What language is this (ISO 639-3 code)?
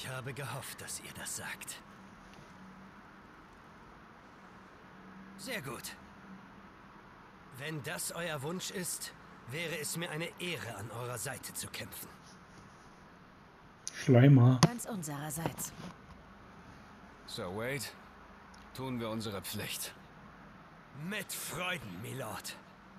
deu